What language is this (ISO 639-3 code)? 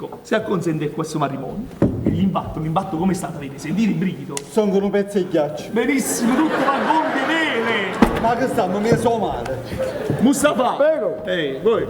nap